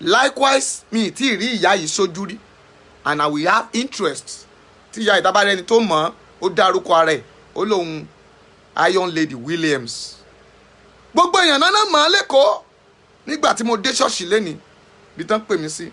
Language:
Yoruba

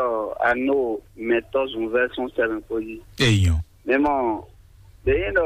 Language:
Fon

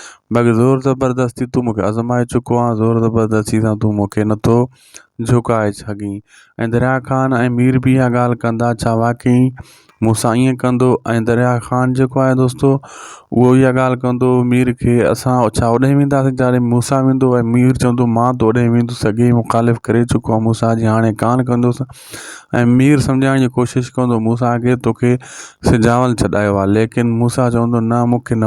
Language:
Sindhi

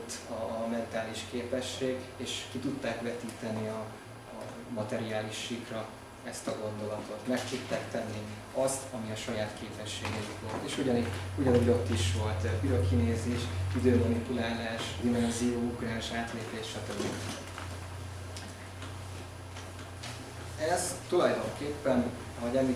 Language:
Hungarian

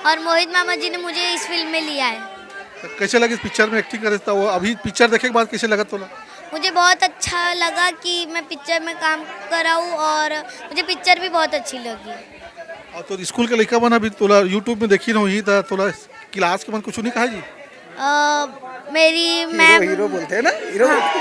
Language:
Chhattisgarhi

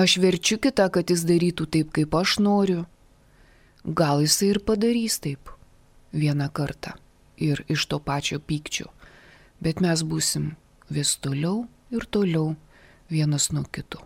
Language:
Lithuanian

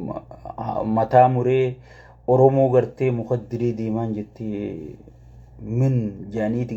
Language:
Oromo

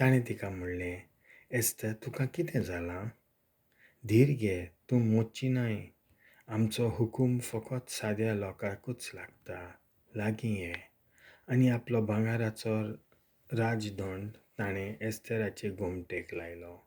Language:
Konkani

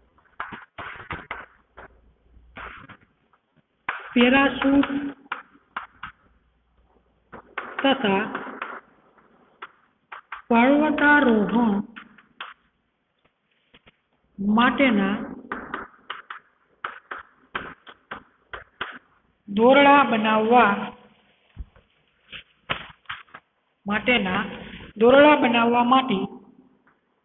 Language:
Gujarati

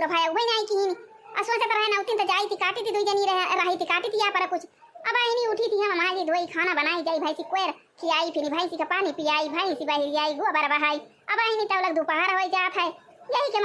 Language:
Awadhi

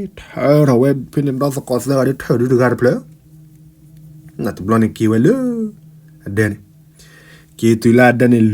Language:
S'gaw Karen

